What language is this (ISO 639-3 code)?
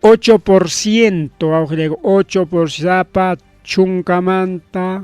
quy